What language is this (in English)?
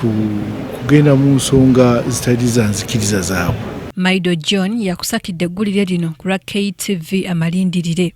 Ganda